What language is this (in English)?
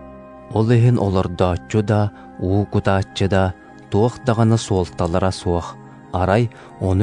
Yakut